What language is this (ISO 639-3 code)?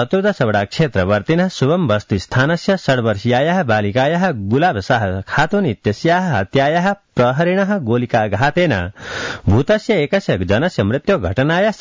san